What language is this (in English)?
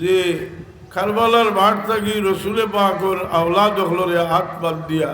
Sylheti